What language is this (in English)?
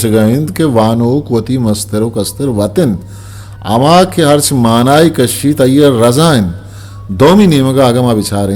Eastern Balochi